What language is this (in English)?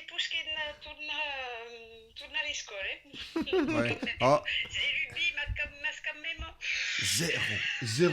Occitan